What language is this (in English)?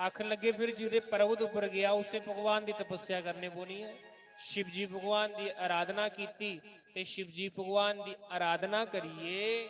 Dogri